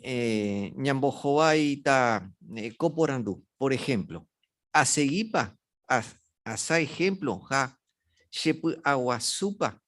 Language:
Guarani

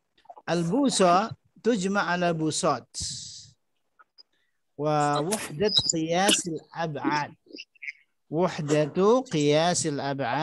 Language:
Arabic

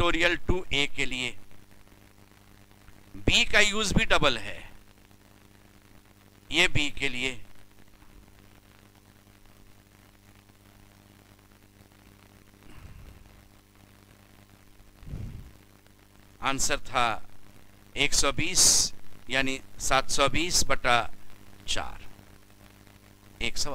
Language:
Hindi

